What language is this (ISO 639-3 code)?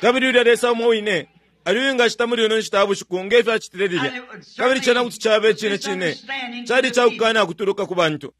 bem